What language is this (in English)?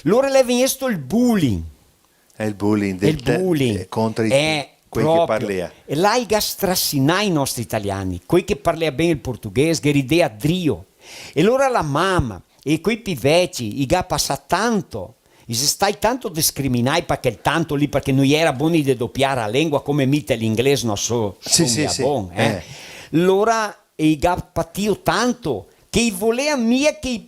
Venetian